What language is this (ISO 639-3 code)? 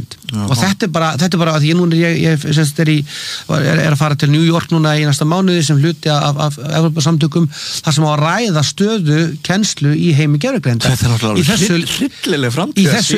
isl